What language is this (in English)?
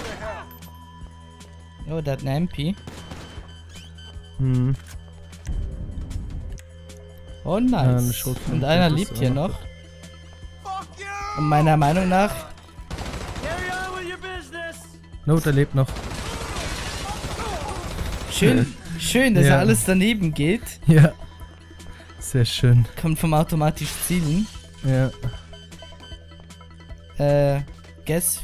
German